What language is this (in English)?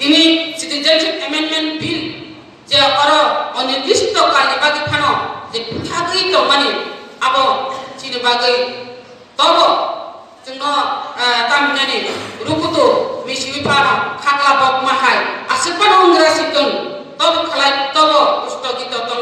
Kok Borok